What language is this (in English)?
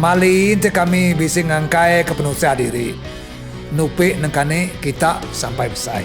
Iban